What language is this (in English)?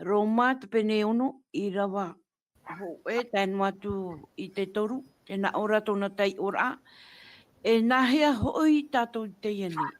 Tahitian